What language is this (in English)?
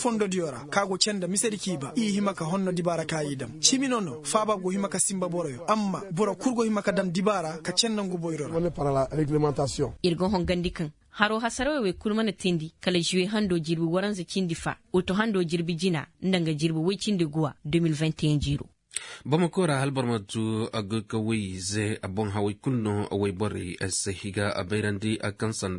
Koyraboro Senni